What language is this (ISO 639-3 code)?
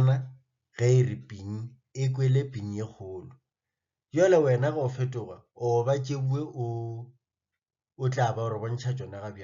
nso